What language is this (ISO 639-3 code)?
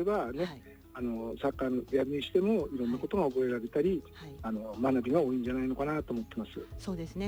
jpn